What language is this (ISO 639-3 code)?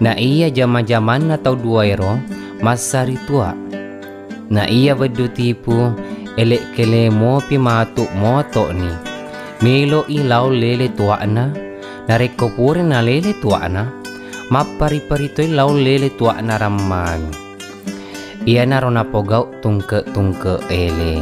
bug